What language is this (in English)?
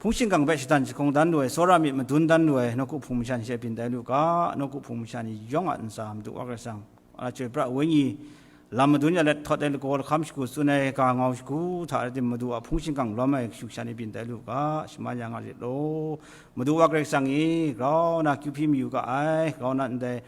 Kachin